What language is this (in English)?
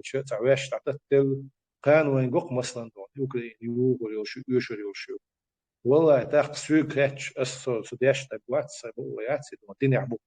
Chechen